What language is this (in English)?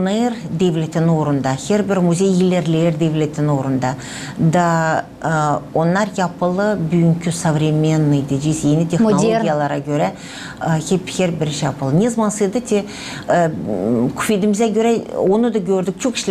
Gagauz